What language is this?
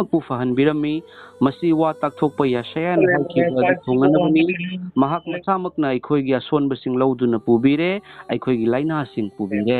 Manipuri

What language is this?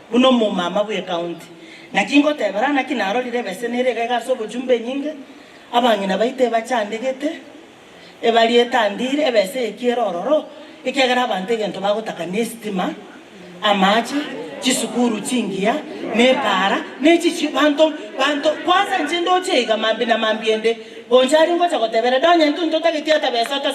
Gusii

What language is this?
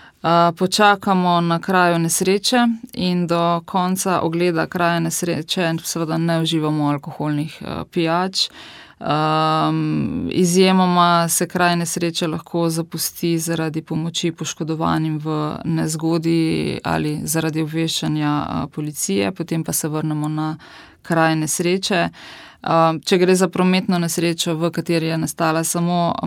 Slovenian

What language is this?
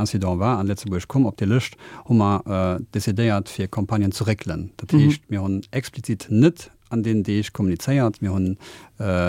Luxembourgish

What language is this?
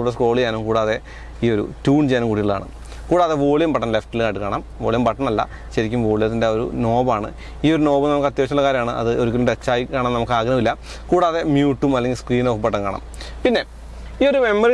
Malayalam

